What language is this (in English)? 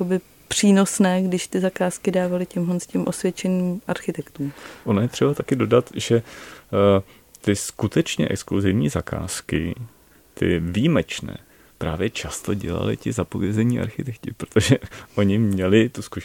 Czech